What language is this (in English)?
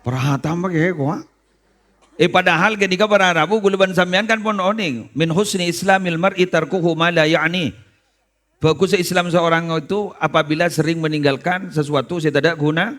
Madurese